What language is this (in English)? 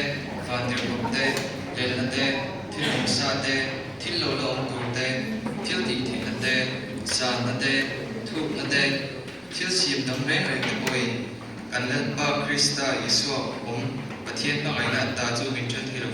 Mizo